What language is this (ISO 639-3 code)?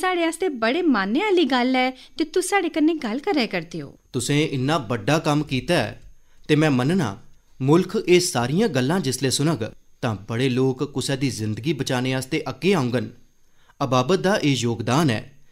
doi